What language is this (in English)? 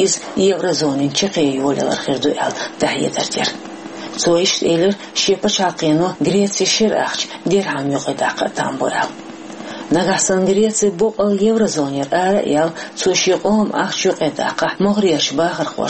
Chechen